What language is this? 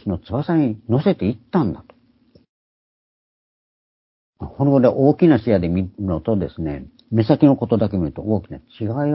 Japanese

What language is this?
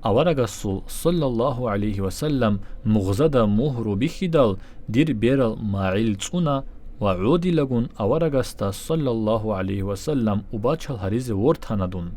Avaric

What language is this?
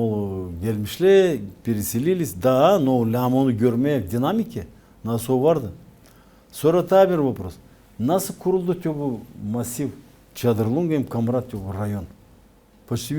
Gagauz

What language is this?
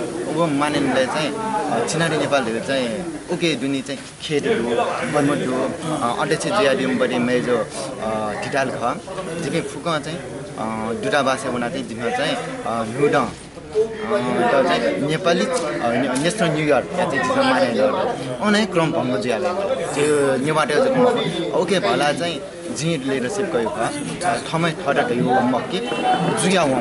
Newari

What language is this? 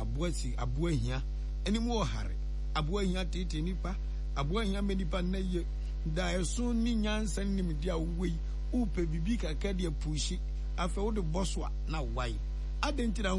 Akan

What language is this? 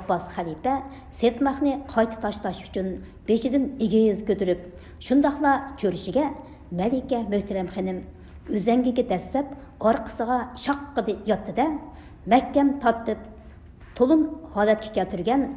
Uyghur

